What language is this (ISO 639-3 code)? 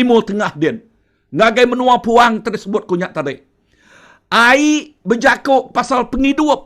iba